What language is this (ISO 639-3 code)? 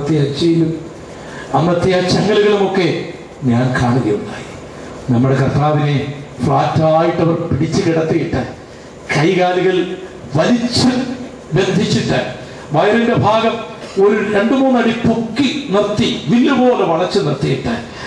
mal